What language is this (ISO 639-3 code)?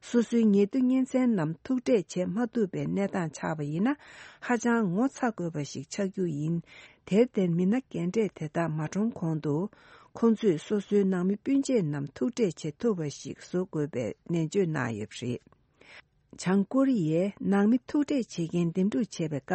bod